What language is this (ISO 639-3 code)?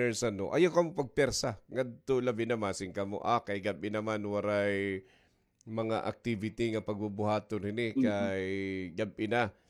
war